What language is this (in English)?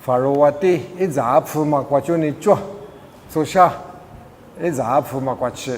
Lisu